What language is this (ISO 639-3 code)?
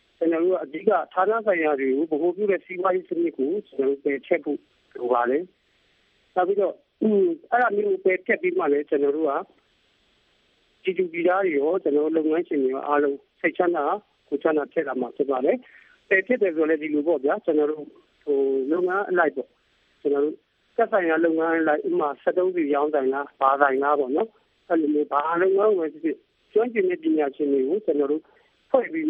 mya